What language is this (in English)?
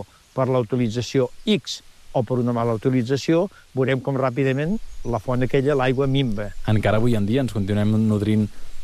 Catalan